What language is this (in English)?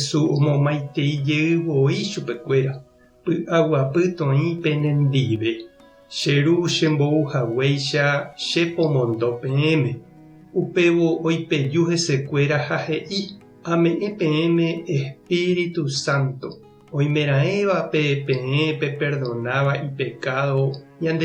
Guarani